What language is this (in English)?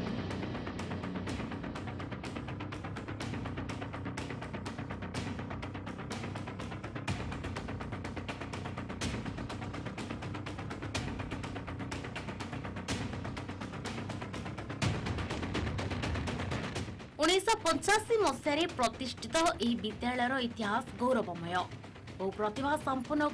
Odia